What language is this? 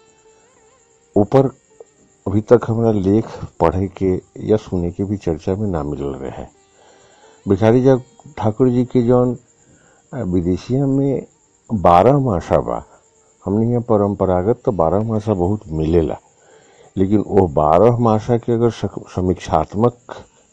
Bhojpuri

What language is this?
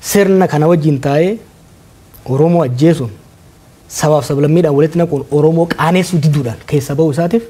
Oromo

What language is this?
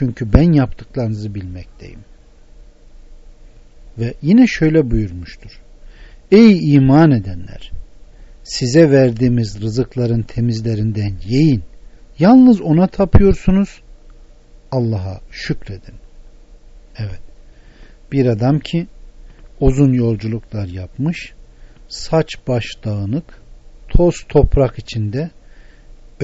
Turkish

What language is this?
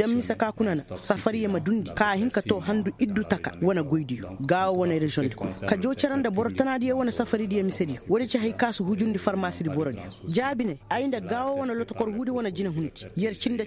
Koyraboro Senni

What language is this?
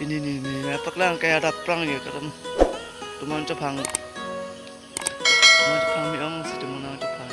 Karbi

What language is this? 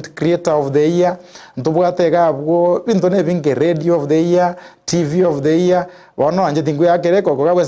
Gusii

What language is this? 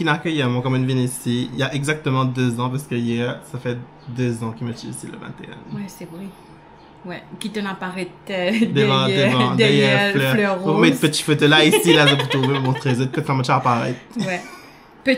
Morisyen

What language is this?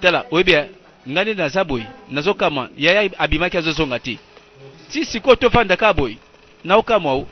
Lingala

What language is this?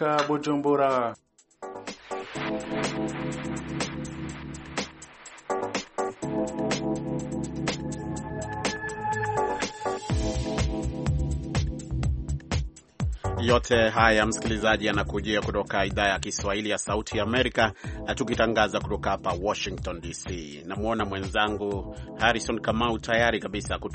Swahili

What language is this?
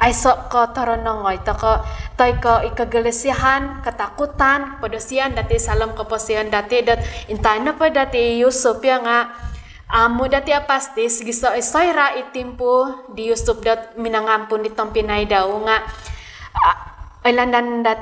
Central Dusun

